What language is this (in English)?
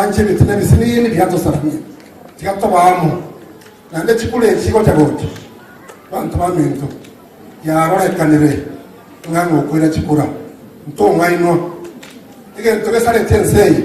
Gusii